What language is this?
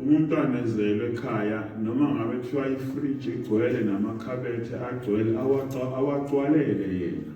Zulu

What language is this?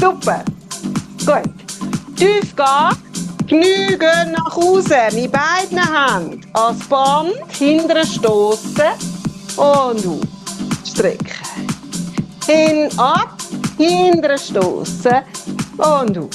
Swiss German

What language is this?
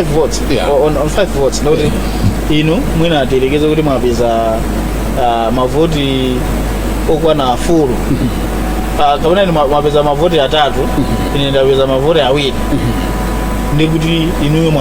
Nyanja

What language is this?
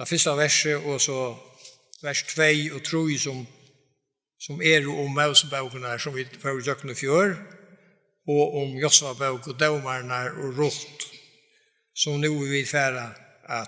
Faroese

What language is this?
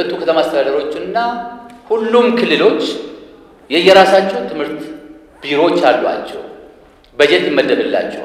Amharic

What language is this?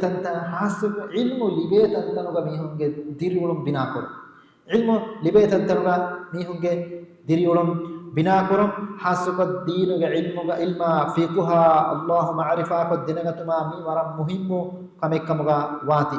Divehi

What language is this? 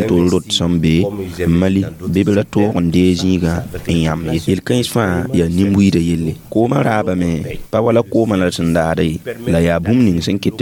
Mossi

